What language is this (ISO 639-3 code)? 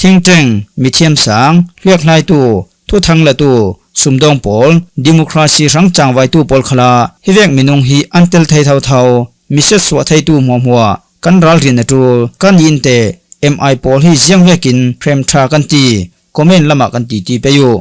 cfm